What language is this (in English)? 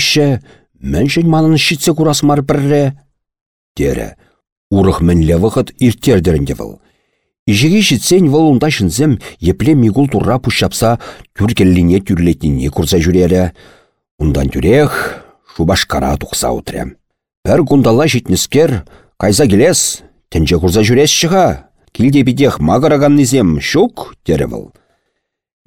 Chuvash